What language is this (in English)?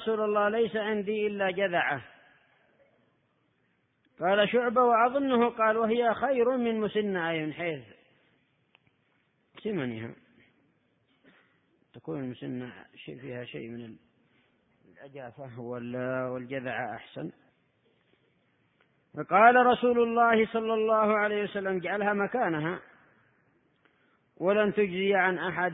Arabic